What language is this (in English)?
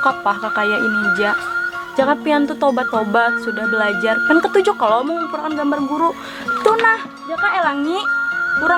Banjar